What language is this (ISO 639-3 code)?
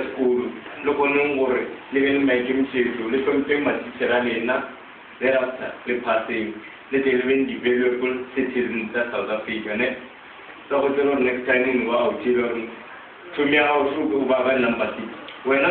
nso